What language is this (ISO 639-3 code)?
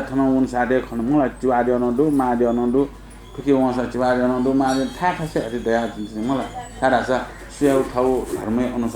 new